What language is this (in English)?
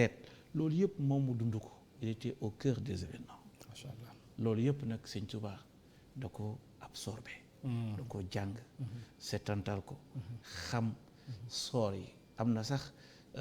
Wolof